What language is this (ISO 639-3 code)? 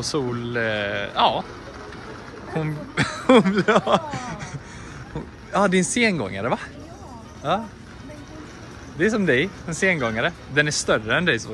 swe